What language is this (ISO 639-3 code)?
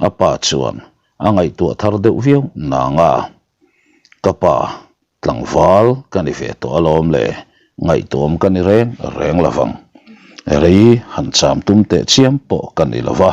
lus